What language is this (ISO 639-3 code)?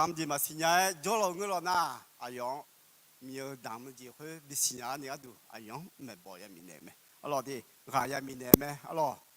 ahk